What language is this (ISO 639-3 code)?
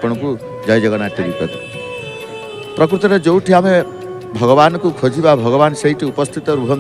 ori